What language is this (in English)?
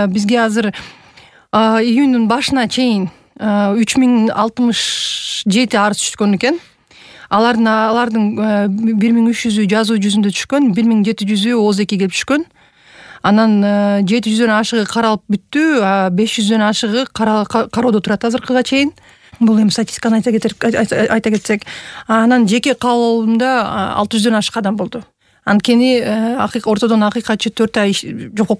Kyrgyz